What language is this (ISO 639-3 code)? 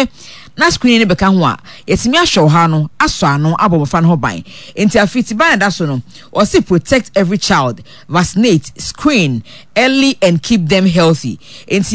aka